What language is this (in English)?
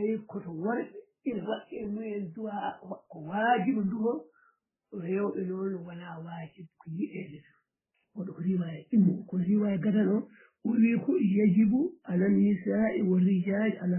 Fula